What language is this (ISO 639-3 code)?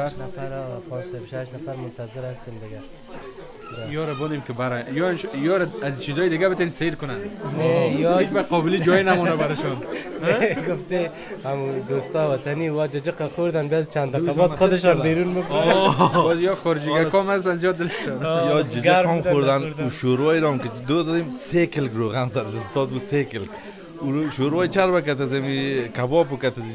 fas